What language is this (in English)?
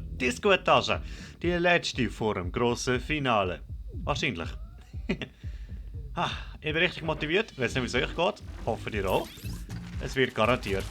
Swiss German